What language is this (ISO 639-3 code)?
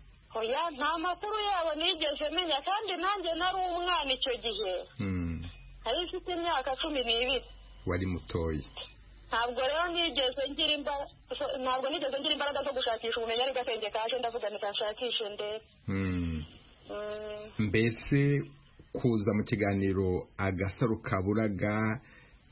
kin